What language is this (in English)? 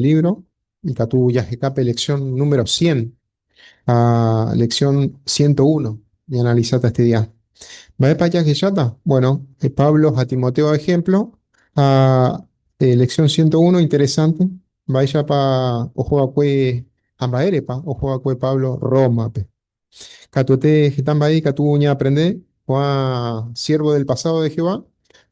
Guarani